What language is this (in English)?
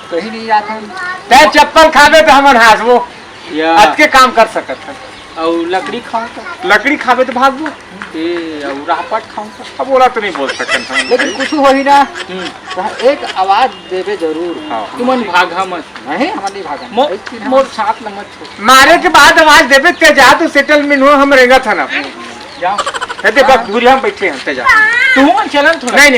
Chhattisgarhi